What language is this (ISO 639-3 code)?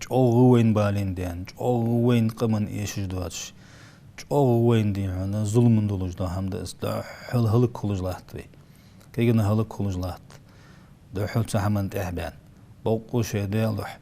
inh